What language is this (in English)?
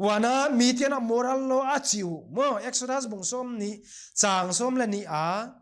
Paite Chin